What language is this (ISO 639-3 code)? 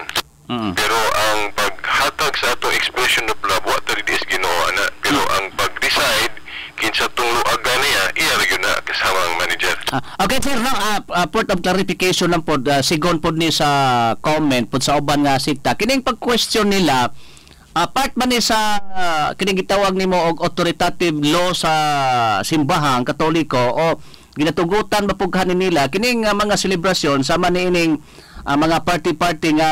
ceb